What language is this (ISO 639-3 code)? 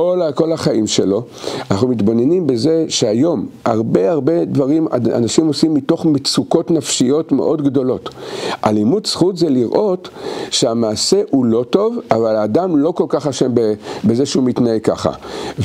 heb